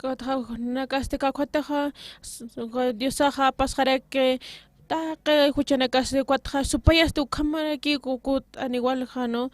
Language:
Aymara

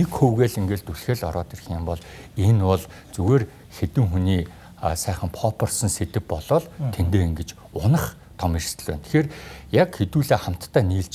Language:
Mongolian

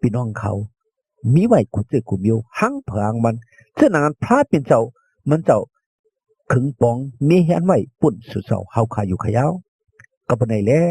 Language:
Shan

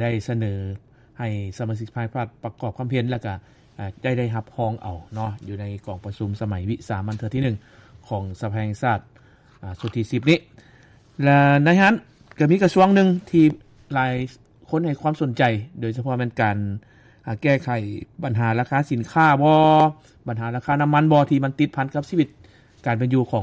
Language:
Lao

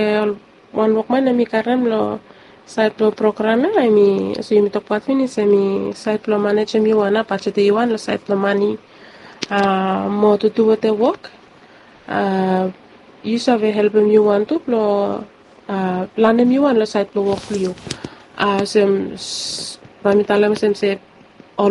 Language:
Bislama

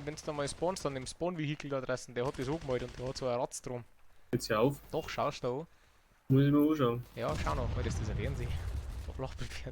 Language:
Bavarian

